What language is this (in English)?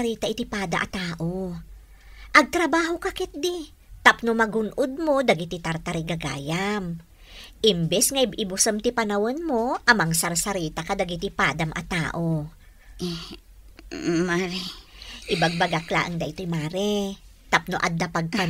Iloko